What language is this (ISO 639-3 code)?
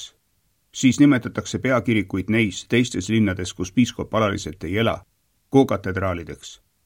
est